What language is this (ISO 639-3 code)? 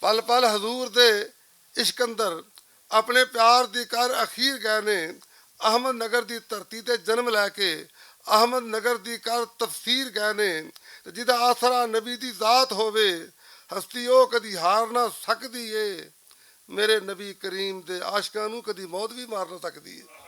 lah